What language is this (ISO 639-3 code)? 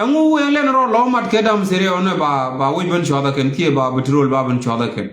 nus